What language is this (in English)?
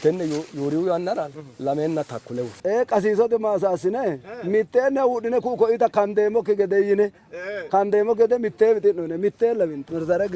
Sidamo